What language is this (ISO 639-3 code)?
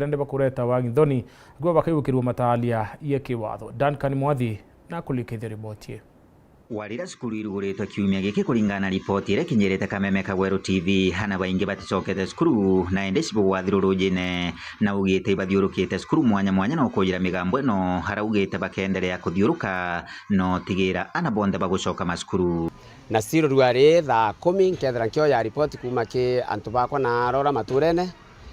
mer